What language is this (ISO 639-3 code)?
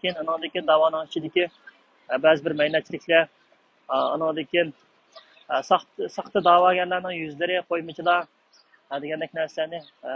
uig